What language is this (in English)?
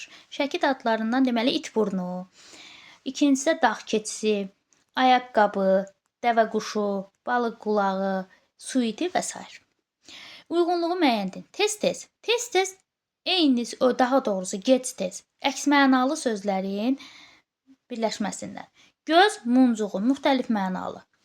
Azerbaijani